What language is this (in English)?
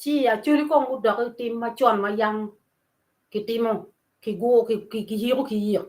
Acoli